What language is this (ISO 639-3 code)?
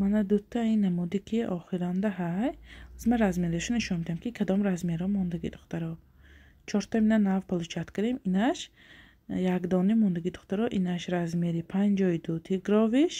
tgk